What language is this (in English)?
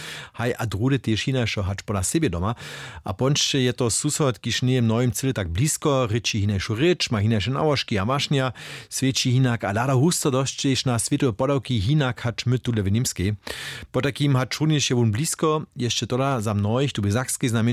Upper Sorbian